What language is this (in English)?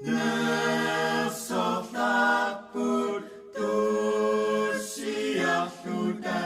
Kalaallisut